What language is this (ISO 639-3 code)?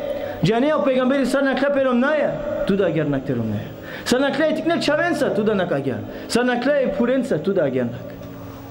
rmn